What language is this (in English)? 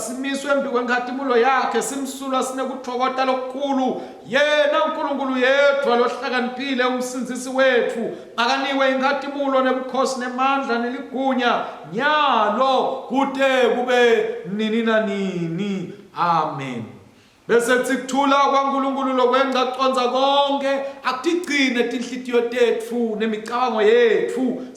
Swati